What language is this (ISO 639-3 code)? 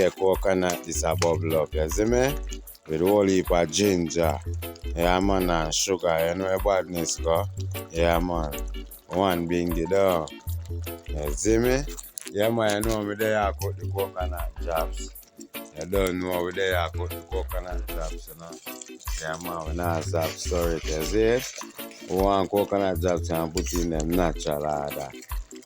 jam